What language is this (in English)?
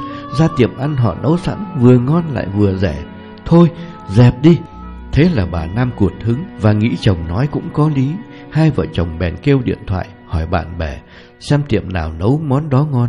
Vietnamese